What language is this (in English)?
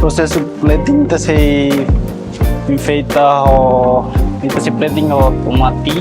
Tetum